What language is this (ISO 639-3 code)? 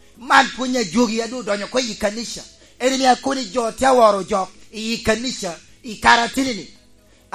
laj